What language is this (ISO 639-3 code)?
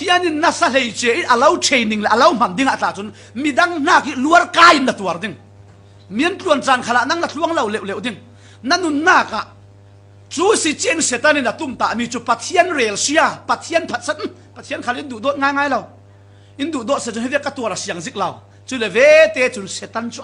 cfm